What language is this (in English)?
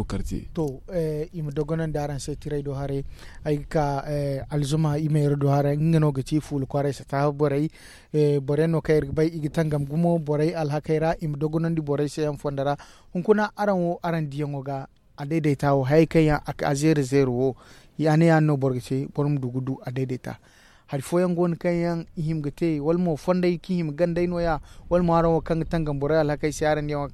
Zarma